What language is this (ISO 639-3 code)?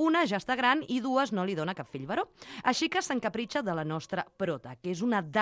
cat